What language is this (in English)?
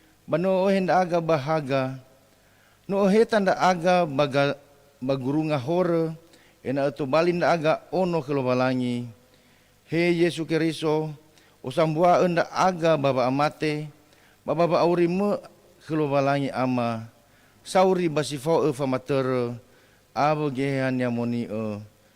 Nias